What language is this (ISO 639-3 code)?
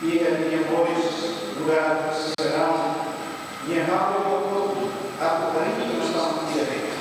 tet